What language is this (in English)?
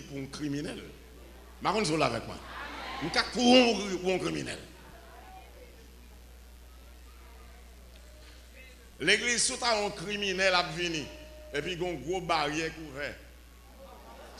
French